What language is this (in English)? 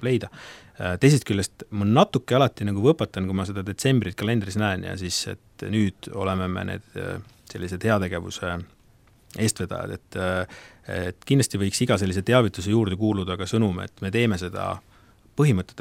Estonian